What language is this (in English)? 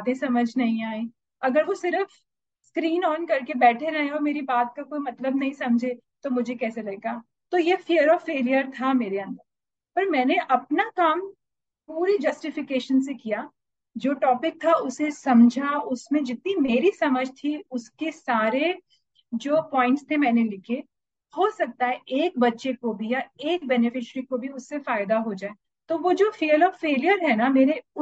Hindi